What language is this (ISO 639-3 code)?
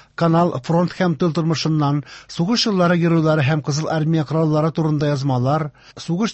tat